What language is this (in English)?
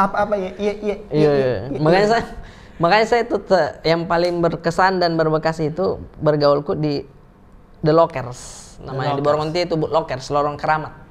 Makassar Malay